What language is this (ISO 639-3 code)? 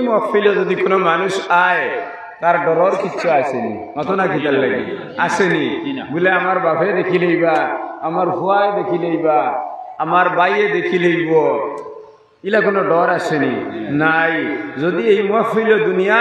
syl